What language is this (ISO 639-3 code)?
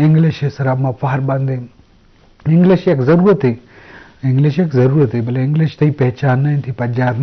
bgp